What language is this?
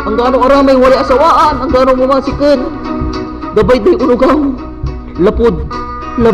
Pangasinan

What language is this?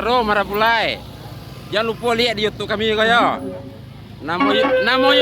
Minangkabau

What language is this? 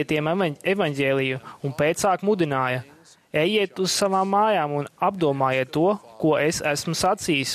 Latvian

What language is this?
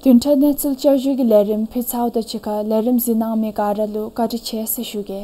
Dzongkha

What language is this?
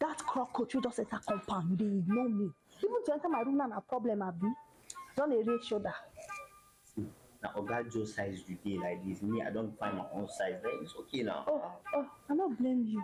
Nigerian Pidgin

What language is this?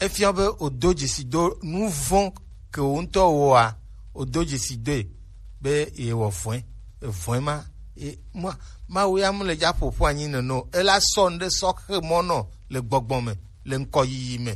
Gen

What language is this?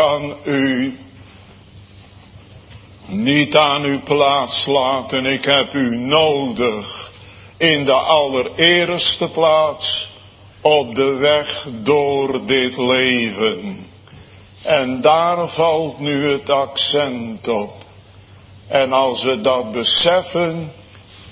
Dutch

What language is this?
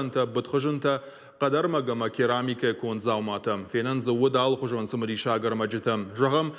Ossetic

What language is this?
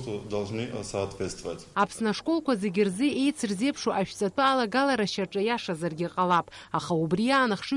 Abkhazian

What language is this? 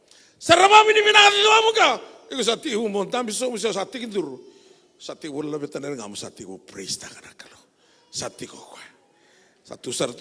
Fijian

